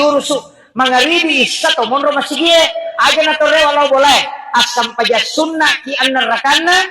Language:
Buginese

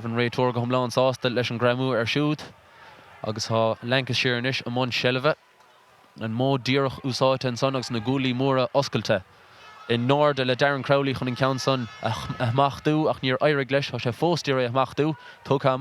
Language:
Irish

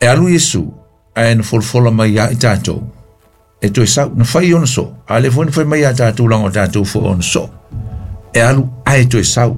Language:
Samoan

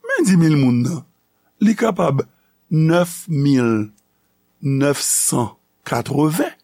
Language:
Haitian Creole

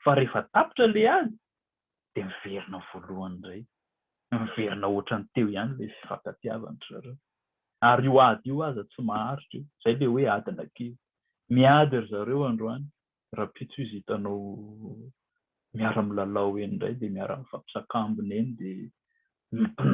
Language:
Malagasy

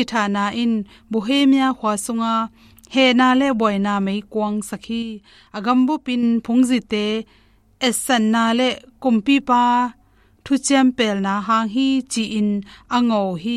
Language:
Tedim Chin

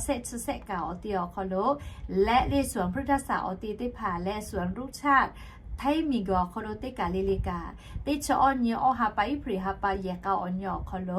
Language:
Lahu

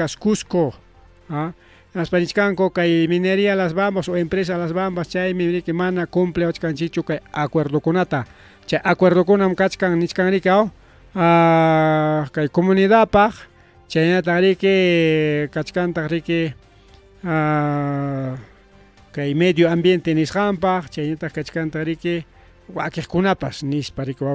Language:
Ayacucho Quechua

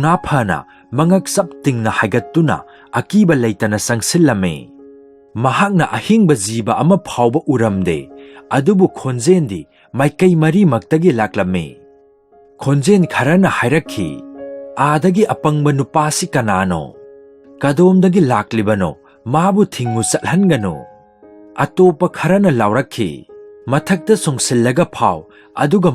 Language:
Manipuri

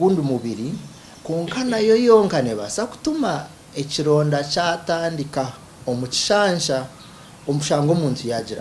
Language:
Nyankole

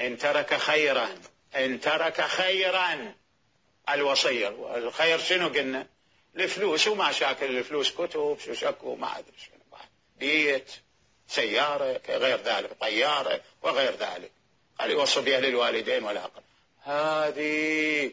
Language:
Mesopotamian Arabic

